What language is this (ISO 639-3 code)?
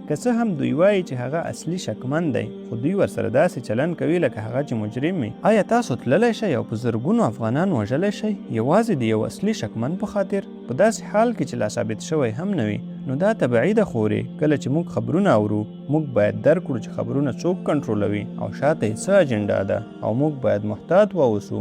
pus